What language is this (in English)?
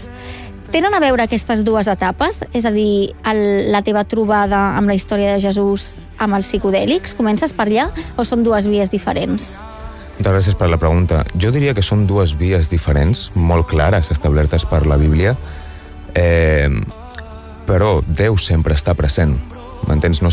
Catalan